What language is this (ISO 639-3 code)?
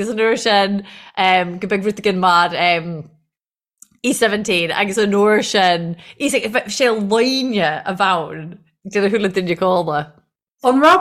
gle